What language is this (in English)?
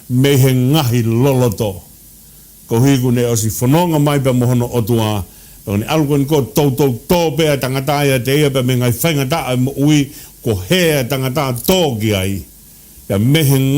Tongan